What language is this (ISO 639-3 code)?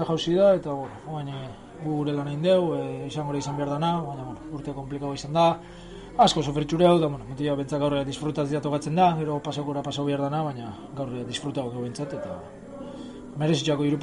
eus